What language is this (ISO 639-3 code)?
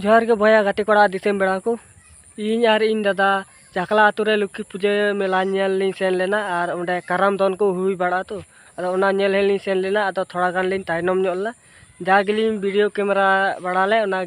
sat